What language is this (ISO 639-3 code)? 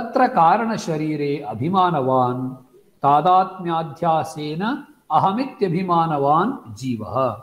san